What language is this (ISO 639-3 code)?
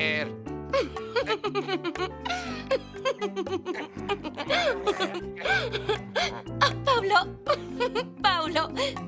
arg